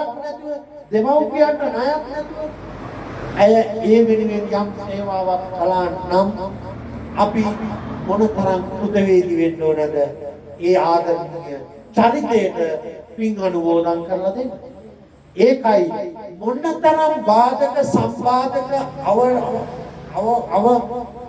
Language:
Sinhala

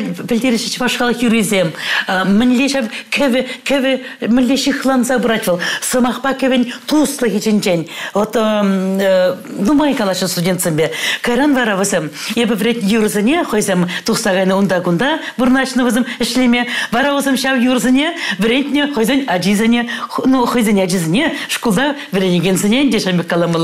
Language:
Chuvash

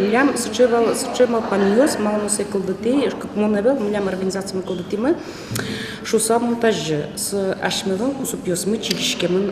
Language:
Udmurt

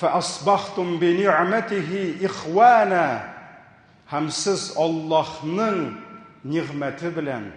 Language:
Tatar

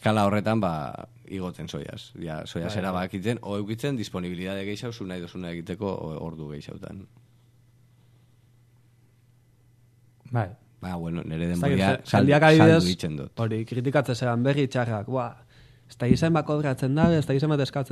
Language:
Basque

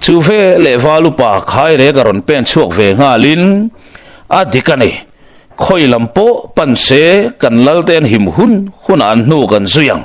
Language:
Mizo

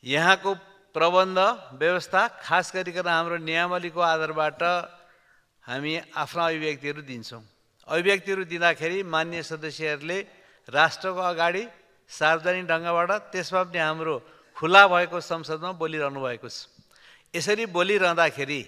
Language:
Nepali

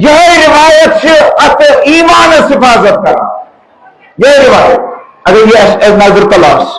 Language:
Kashmiri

